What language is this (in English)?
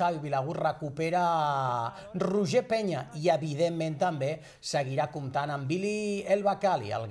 Catalan